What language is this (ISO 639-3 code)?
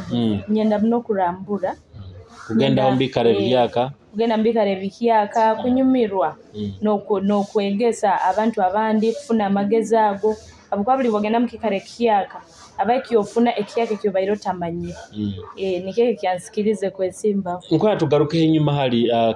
nyo